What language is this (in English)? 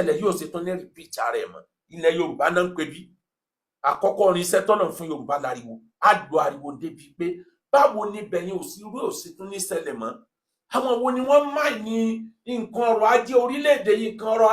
Yoruba